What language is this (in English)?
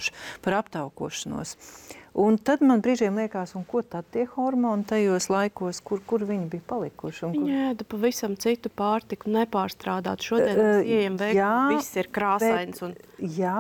Latvian